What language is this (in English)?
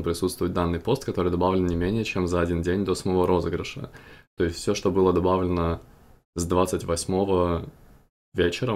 Russian